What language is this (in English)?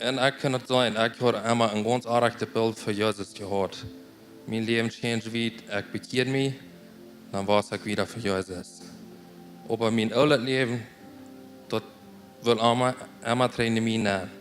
Plautdietsch